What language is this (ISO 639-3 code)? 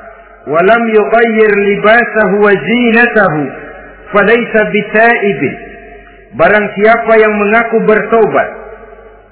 ind